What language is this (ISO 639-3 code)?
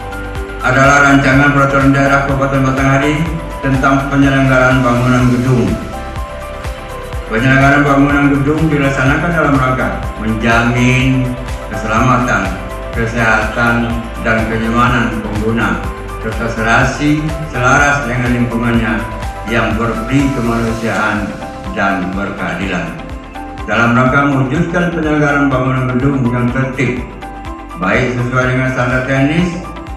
ind